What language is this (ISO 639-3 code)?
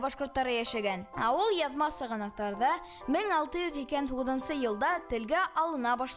bak